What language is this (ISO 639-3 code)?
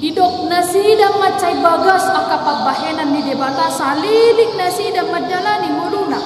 bbc